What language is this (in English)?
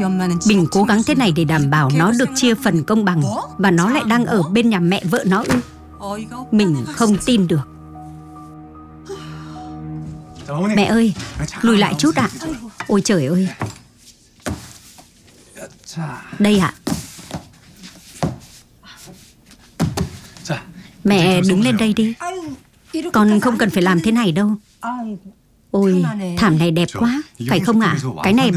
Vietnamese